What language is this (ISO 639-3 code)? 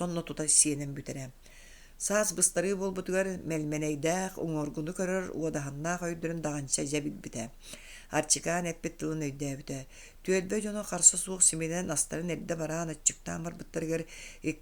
sah